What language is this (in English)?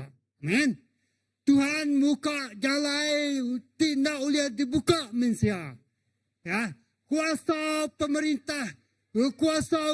Iban